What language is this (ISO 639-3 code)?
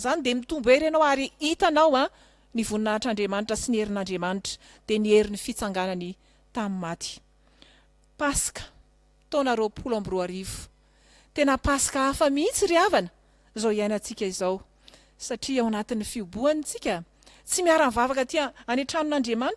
mlg